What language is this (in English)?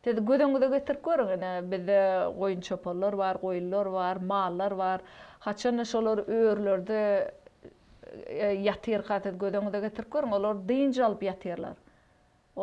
Turkmen